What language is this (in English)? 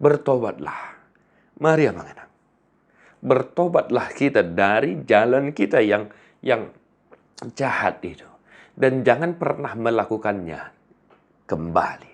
Batak Toba